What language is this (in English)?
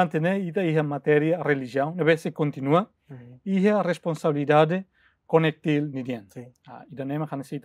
Tetum